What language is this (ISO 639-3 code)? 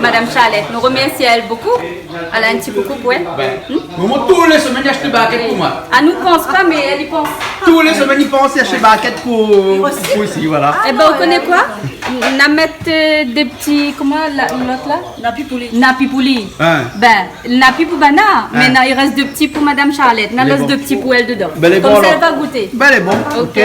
rcf